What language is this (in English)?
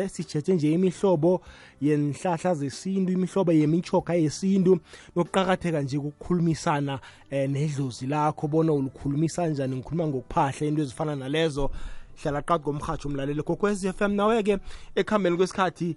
South Ndebele